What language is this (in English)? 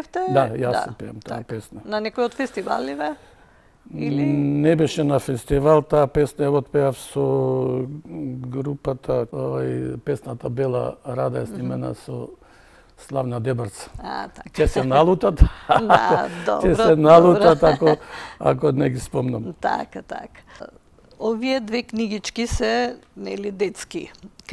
Macedonian